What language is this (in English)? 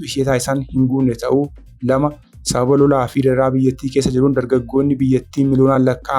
Oromo